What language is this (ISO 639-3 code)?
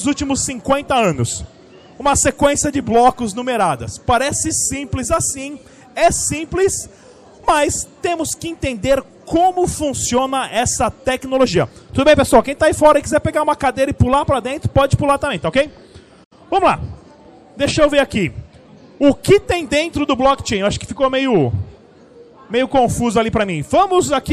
por